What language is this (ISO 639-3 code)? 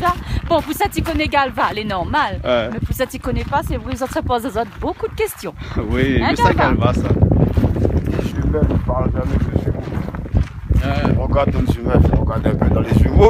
rcf